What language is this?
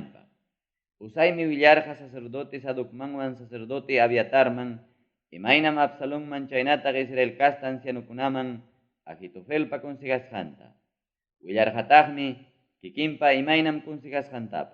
Ayacucho Quechua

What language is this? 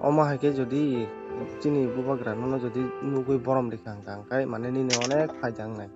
Kok Borok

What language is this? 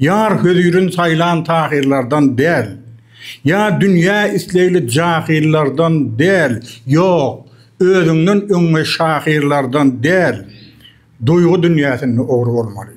Turkmen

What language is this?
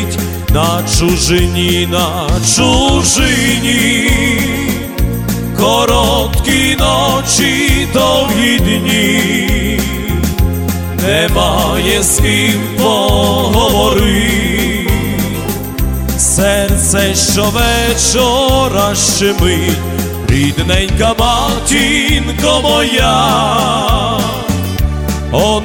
Ukrainian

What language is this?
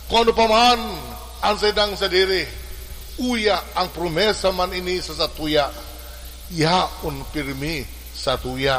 Bikol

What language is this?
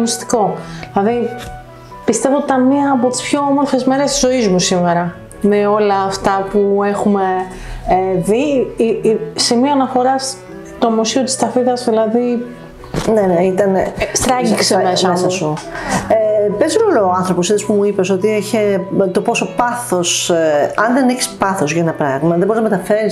Greek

